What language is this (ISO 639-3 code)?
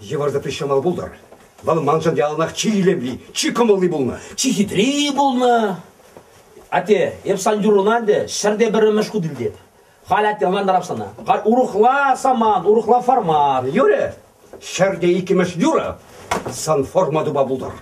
chv